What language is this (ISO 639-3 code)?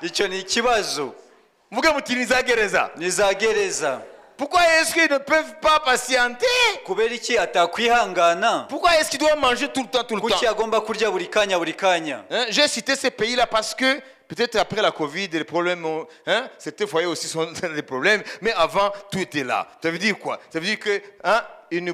kin